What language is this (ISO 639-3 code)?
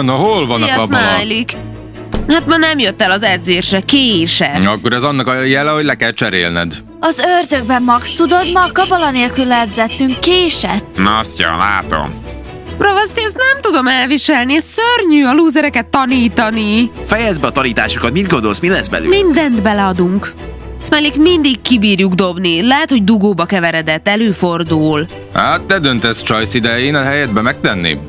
hun